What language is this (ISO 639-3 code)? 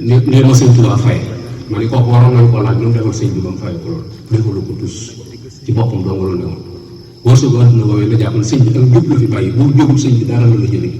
wol